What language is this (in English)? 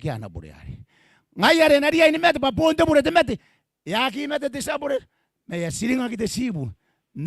Gilbertese